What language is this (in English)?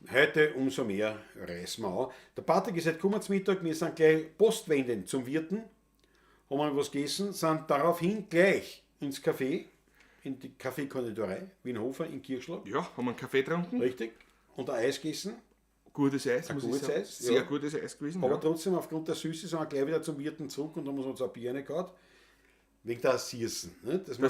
Bavarian